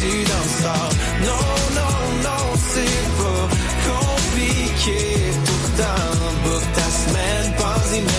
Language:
French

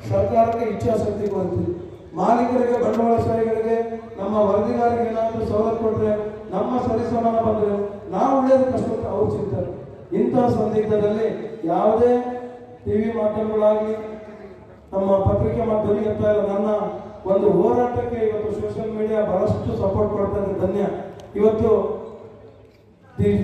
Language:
Kannada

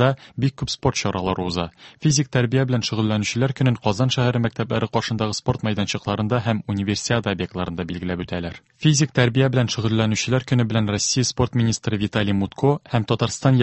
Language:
Tatar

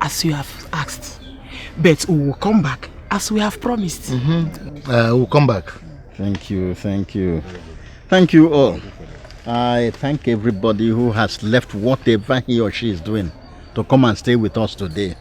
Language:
Nigerian Pidgin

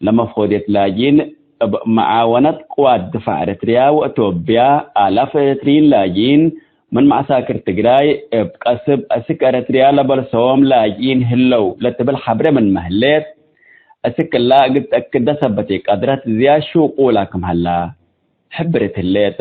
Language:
Tigre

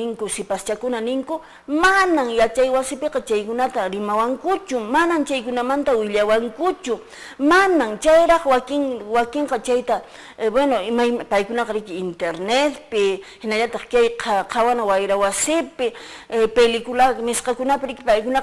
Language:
Quechua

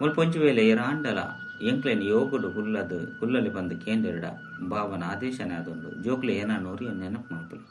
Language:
Tulu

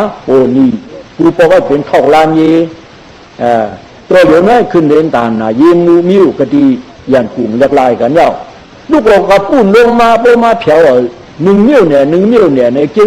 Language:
Shan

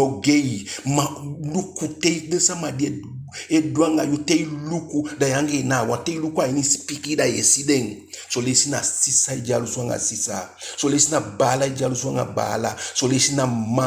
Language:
Eastern Maroon Creole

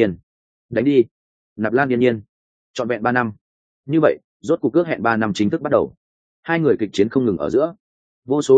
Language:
Vietnamese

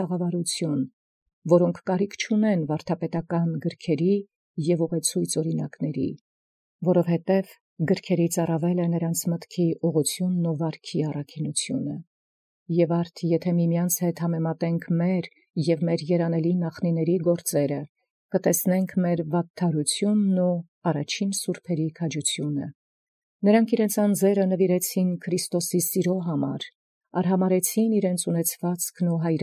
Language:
Armenian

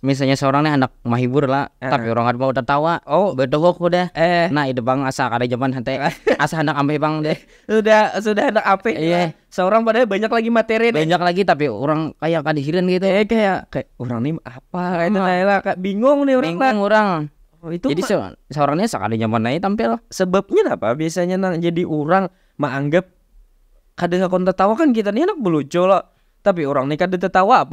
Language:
Banjar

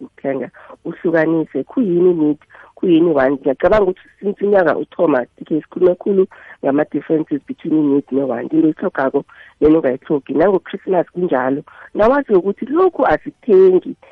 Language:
South Ndebele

